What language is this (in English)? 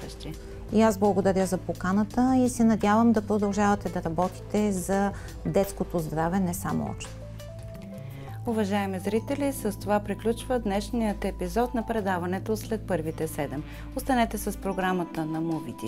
Bulgarian